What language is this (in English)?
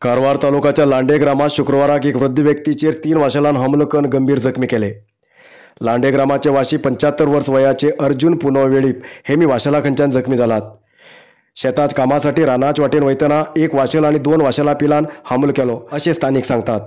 Konkani